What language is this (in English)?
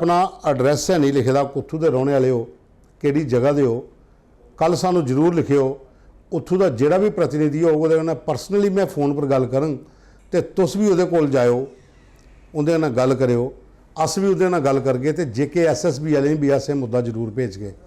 Dogri